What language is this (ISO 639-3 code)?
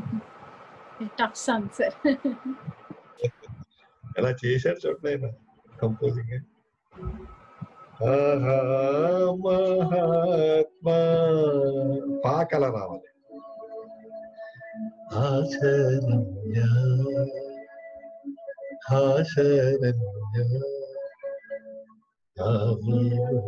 tel